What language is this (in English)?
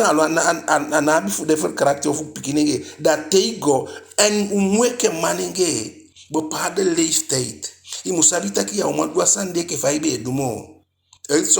Eastern Maroon Creole